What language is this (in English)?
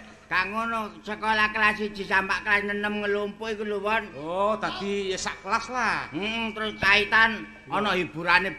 Javanese